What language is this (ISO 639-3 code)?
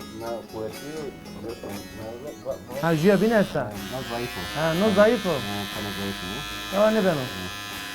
zza